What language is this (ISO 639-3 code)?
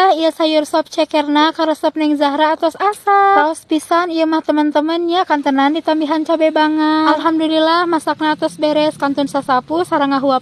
sun